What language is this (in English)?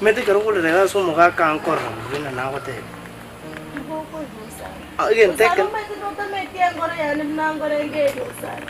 Gusii